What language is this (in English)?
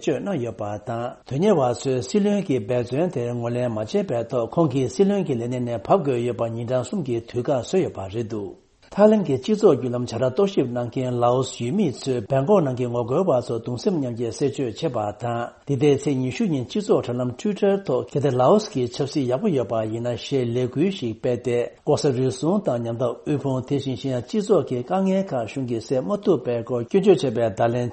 Tibetan